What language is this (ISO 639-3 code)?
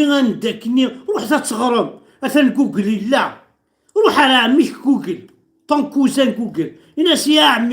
kab